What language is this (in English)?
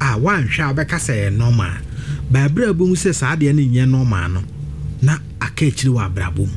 Akan